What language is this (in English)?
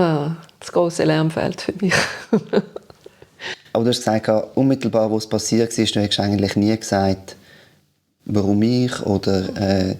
Swiss German